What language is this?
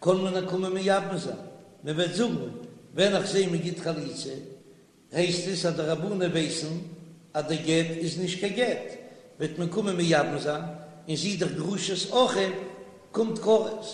Yiddish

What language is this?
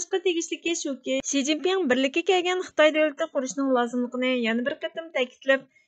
Uyghur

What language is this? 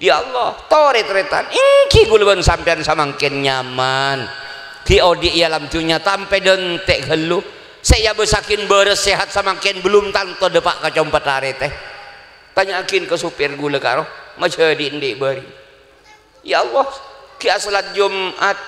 Madurese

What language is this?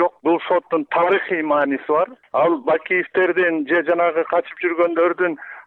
Kyrgyz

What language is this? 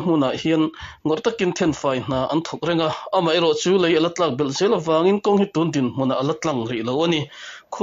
Mizo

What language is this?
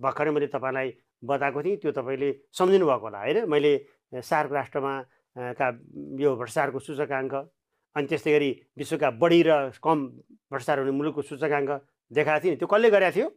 Nepali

